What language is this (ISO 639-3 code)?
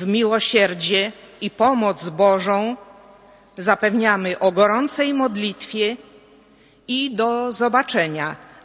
pol